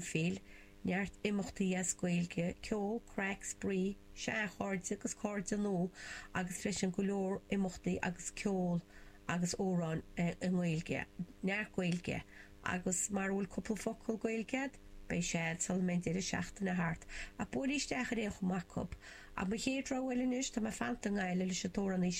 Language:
Irish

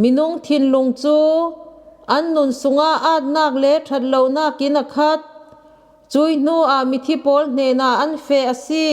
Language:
Falam Chin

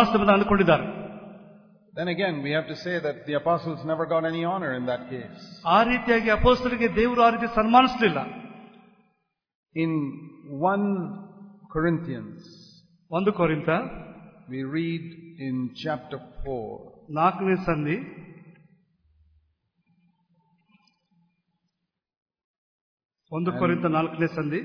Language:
Kannada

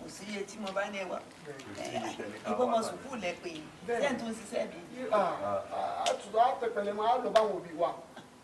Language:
Yoruba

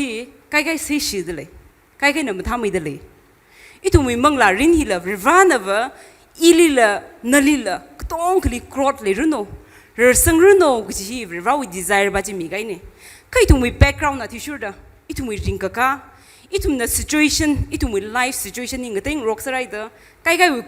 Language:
Tangkhul Naga (India)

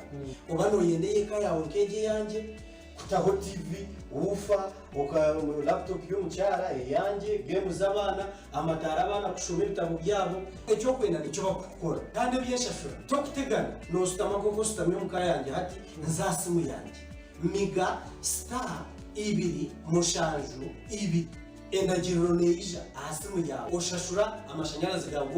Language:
Nyankole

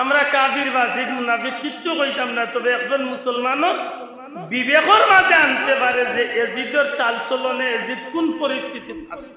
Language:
Sylheti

